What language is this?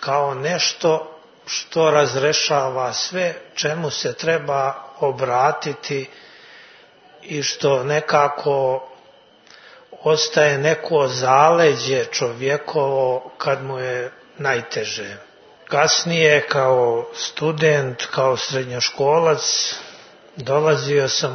Serbian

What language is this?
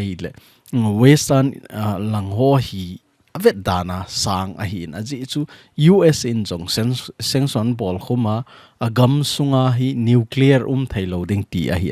Thado Chin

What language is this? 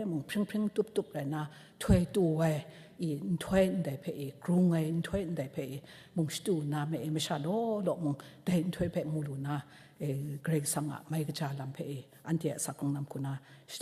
Kachin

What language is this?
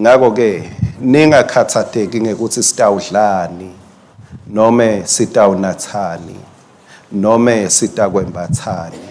Swati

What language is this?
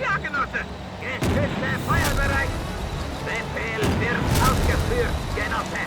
Bavarian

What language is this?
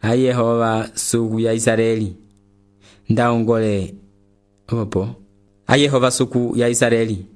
Umbundu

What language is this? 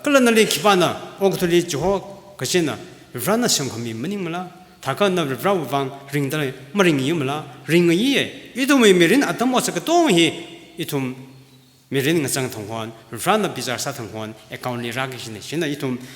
Tangkhul Naga (India)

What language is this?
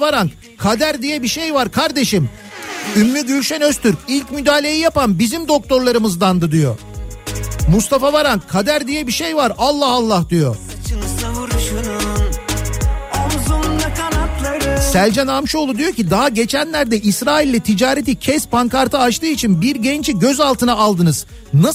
Turkish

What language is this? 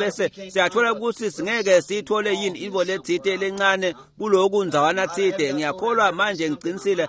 Swati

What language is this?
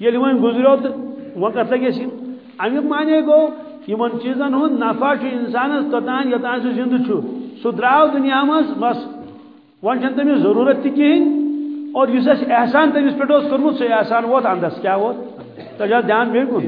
Kashmiri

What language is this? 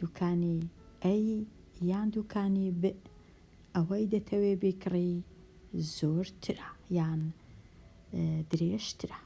Central Kurdish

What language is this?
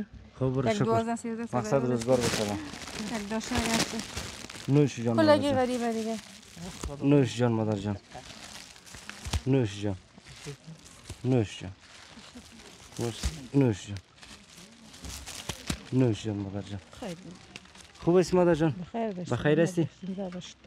Persian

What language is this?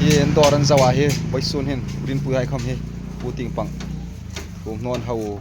Hmar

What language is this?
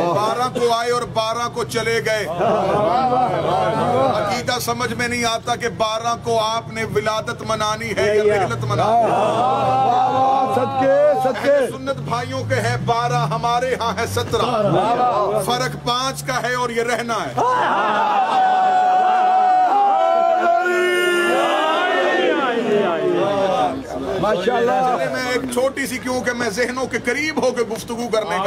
Urdu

